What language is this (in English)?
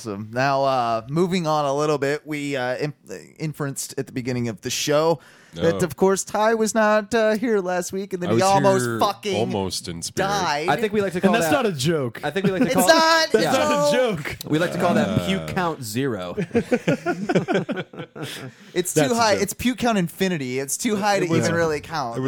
English